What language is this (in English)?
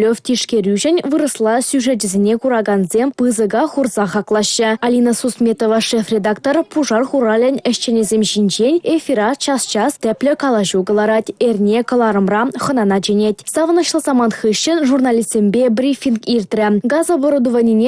Chuvash